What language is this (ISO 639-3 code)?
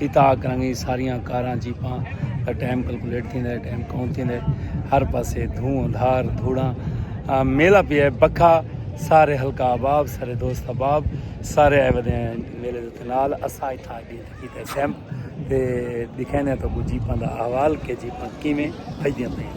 skr